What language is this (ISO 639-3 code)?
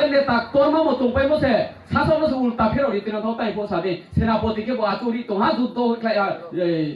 ria